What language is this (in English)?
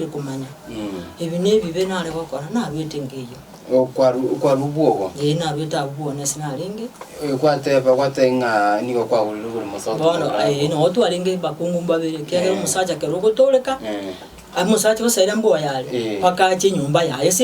Gusii